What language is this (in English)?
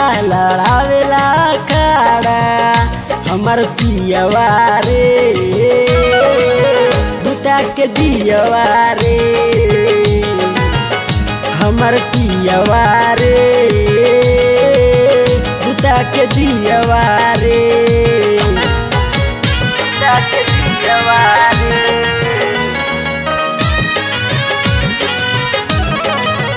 Bhojpuri